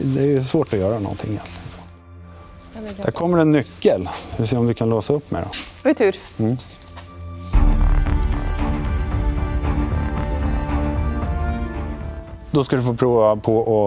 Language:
Swedish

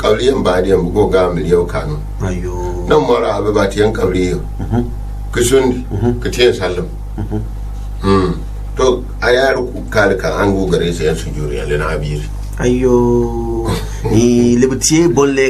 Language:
Gourmanchéma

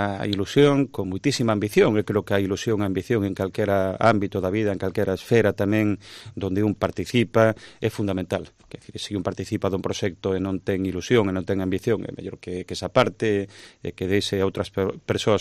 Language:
Galician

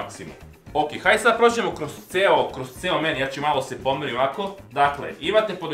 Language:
Serbian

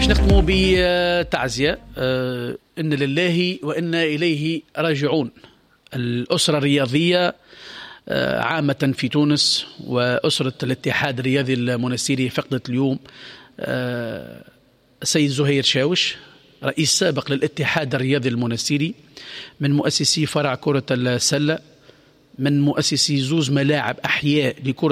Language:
Tunisian Arabic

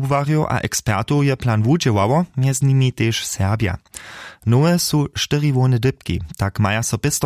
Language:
Upper Sorbian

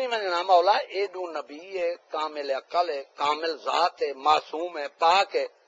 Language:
Saraiki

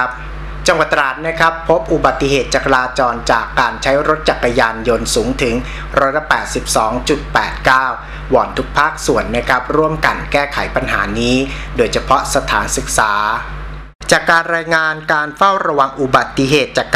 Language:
Thai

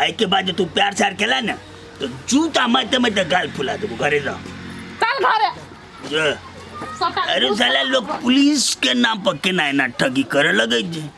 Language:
Maithili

